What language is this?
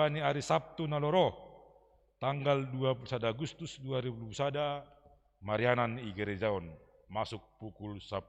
Batak Simalungun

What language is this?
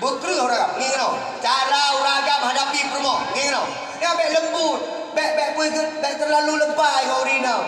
Achinese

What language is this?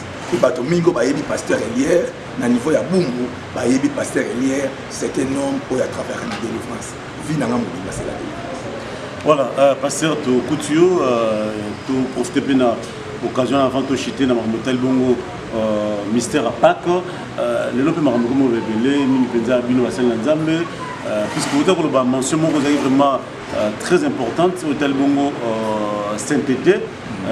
Lingala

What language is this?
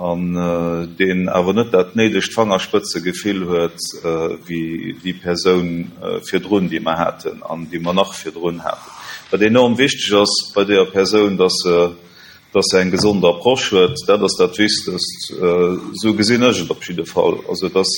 Luxembourgish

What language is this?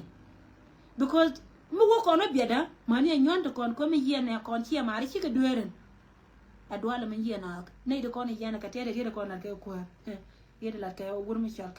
Nuer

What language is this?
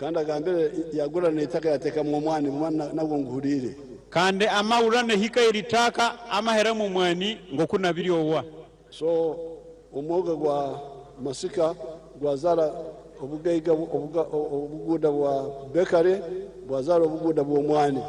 Nyankole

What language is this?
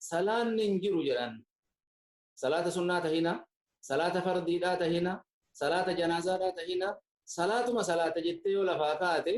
Oromo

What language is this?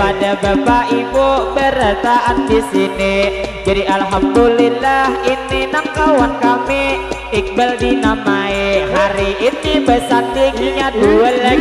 Banjar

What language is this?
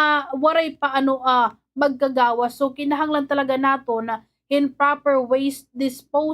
Waray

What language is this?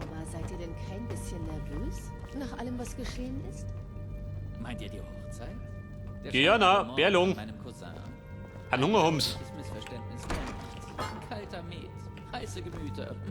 Bavarian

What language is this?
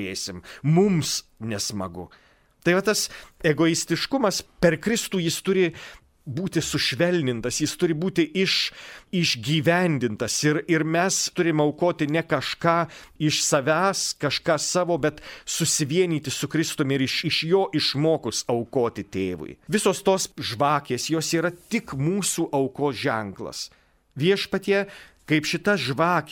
Lithuanian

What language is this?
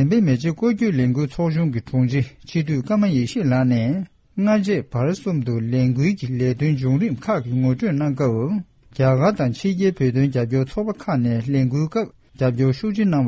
Tibetan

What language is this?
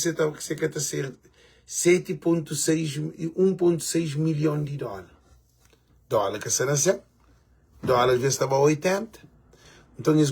Kabuverdianu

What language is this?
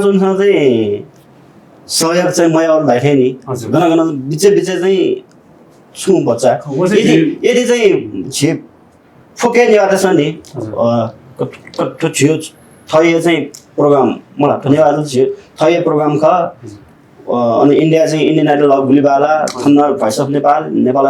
Newari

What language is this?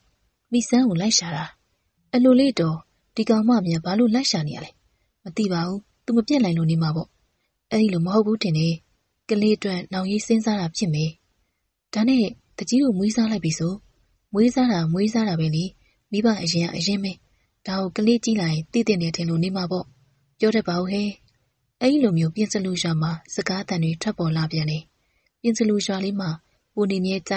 Burmese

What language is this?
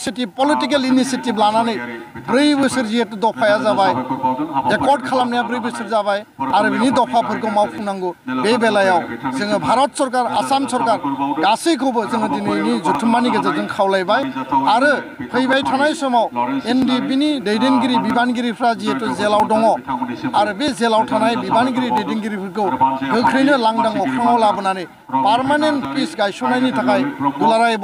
Bodo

